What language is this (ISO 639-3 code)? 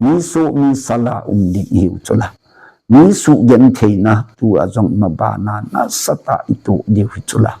tcz